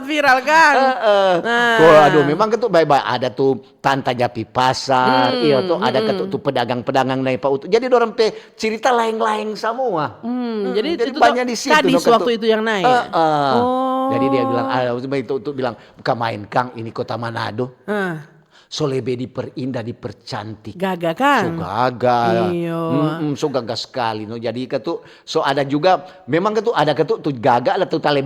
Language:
Manado Malay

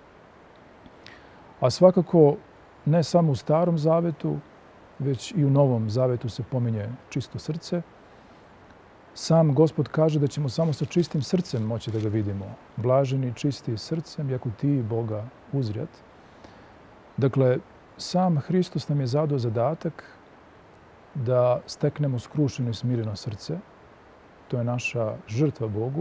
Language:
Serbian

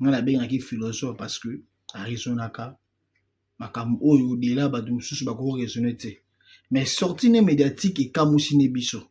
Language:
Lingala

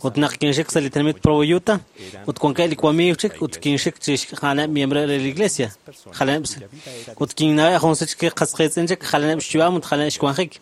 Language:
Kekchí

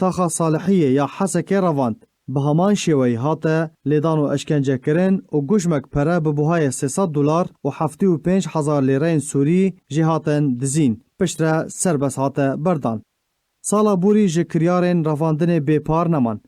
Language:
Kurdish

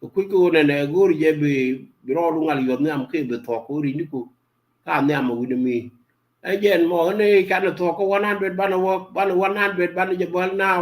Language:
Nuer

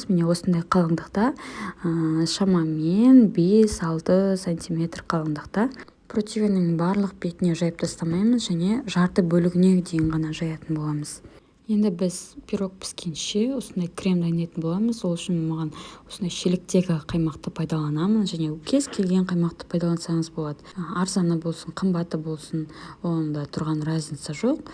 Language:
Kazakh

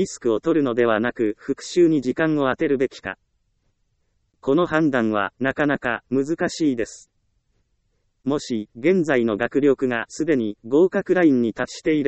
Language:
Japanese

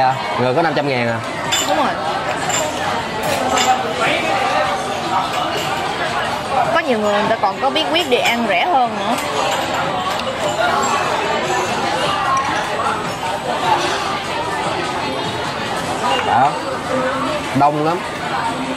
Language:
Vietnamese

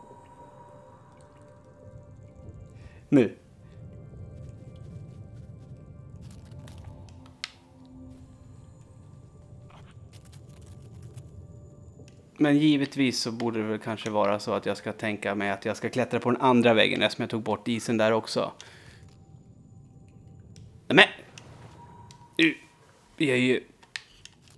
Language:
Swedish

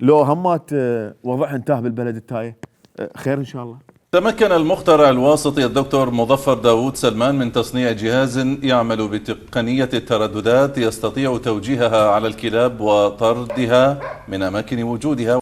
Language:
Mesopotamian Arabic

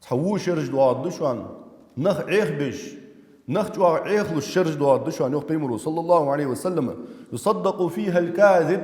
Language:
Ingush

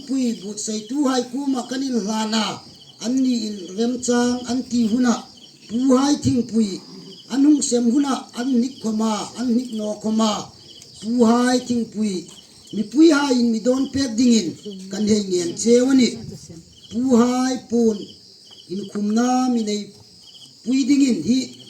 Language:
Hmar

